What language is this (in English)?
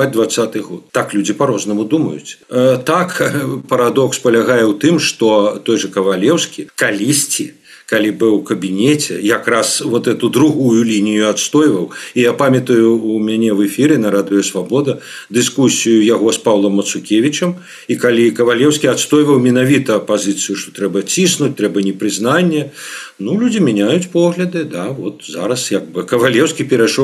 Belarusian